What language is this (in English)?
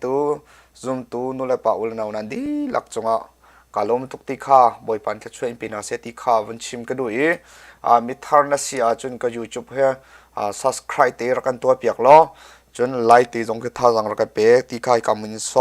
Hakha Chin